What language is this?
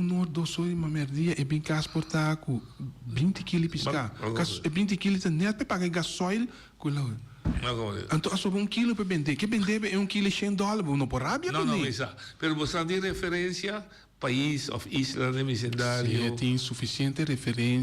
Papiamento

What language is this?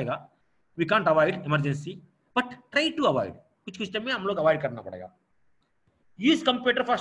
Hindi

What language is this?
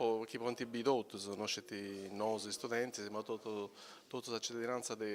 Sardinian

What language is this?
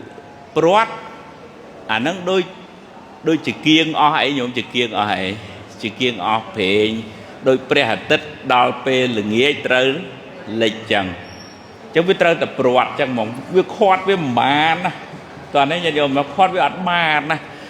Khmer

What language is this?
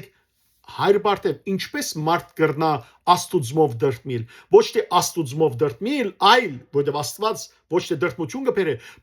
Western Armenian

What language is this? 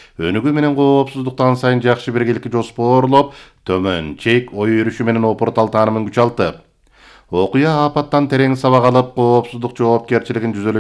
Kyrgyz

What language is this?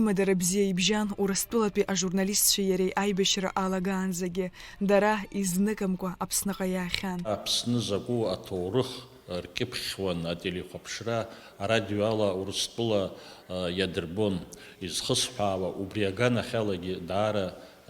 Abkhazian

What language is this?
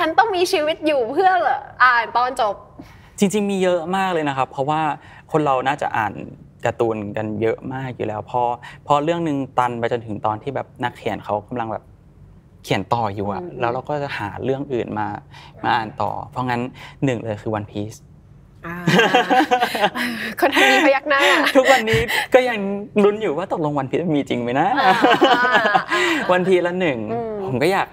Thai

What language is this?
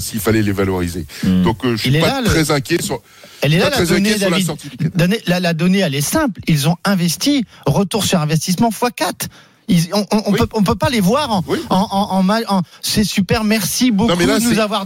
French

